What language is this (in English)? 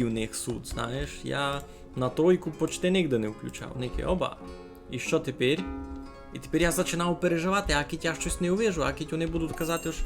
Rusyn